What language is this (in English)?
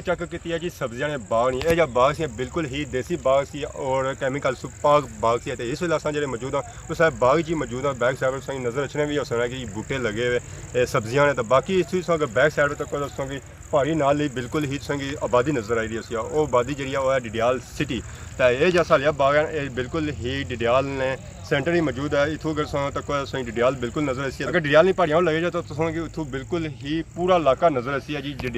Pahari-Potwari